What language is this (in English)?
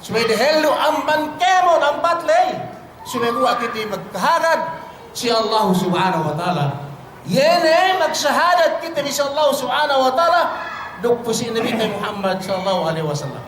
Yakan